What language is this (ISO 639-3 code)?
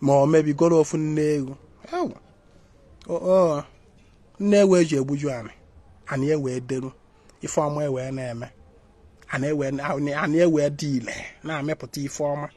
ibo